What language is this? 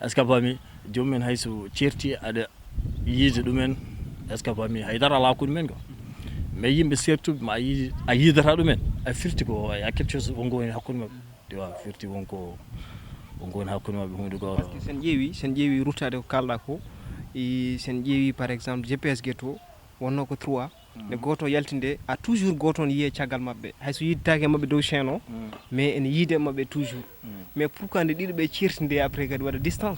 Fula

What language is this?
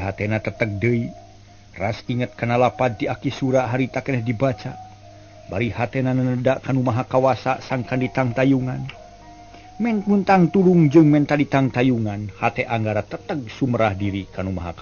Sundanese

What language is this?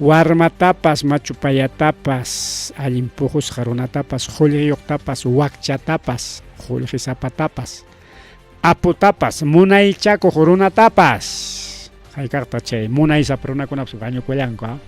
Ayacucho Quechua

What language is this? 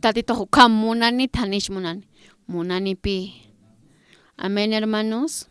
Aymara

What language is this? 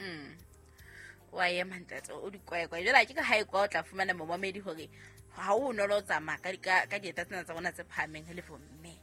Southern Sotho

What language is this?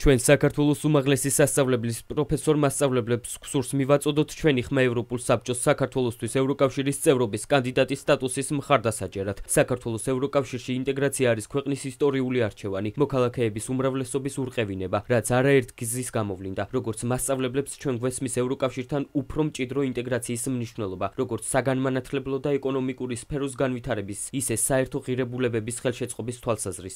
Georgian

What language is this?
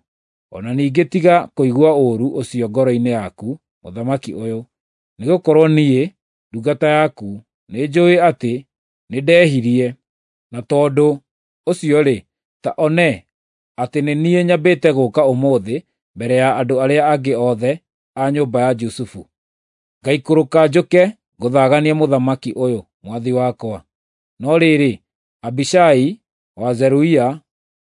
Kikuyu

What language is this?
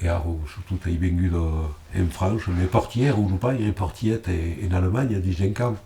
Occitan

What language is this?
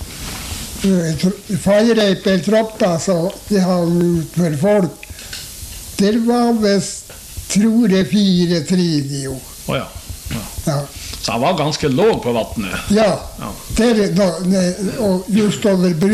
Norwegian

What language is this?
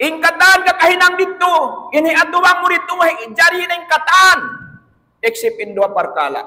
Tausug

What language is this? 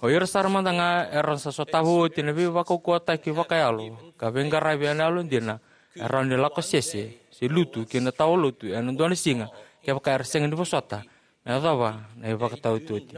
Fijian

